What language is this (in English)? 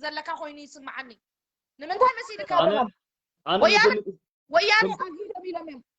Tigrinya